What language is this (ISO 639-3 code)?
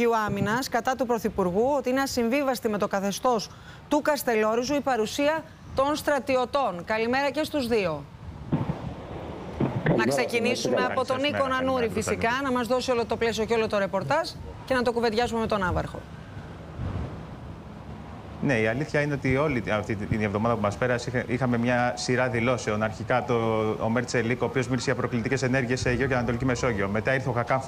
ell